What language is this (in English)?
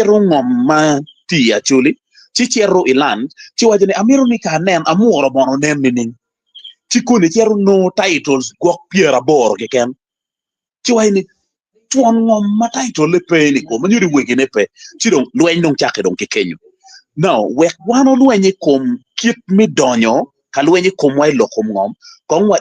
Acoli